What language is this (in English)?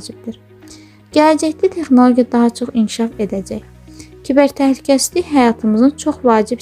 Azerbaijani